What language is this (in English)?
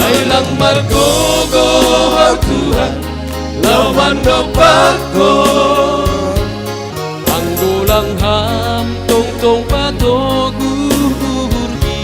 Batak Simalungun